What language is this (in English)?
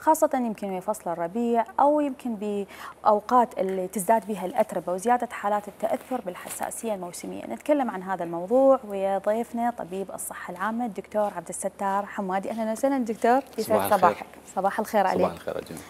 Mesopotamian Arabic